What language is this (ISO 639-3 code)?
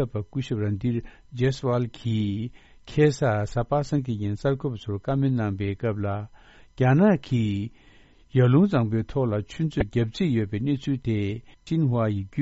bod